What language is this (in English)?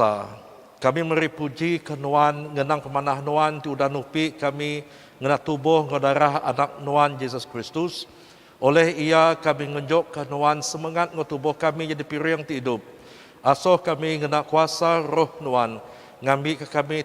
Iban